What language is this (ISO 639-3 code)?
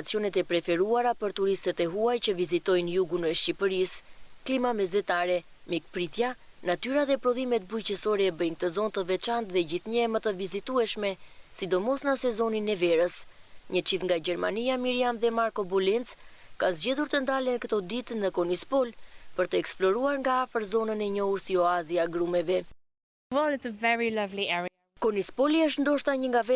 sqi